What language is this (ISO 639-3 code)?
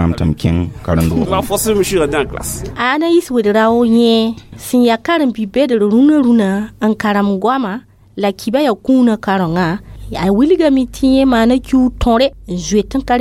mos